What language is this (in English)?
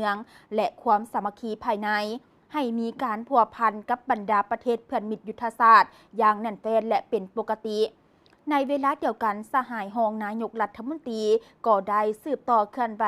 Lao